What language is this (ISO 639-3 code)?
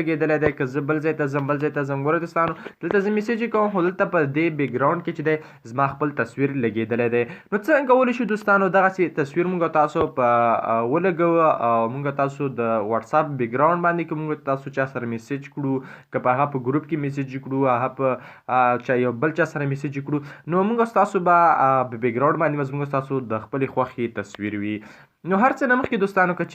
pus